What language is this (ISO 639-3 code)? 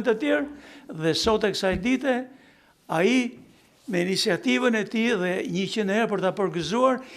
sqi